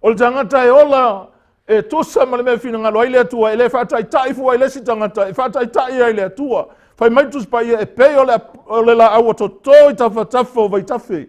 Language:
Samoan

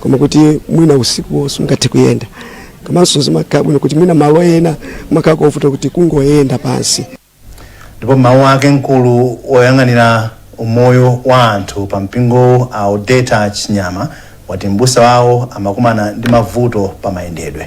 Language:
Nyanja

